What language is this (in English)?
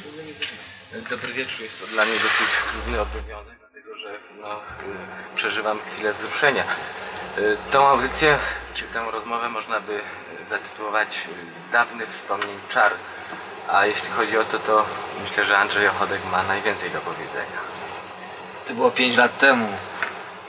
Polish